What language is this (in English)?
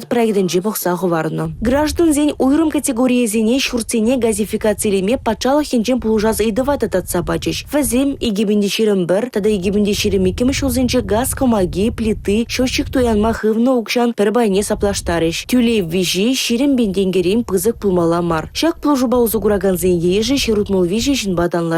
Chuvash